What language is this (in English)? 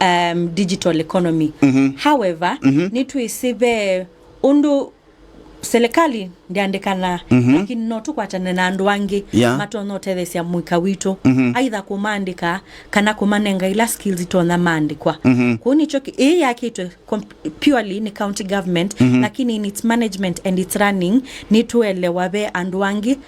Kamba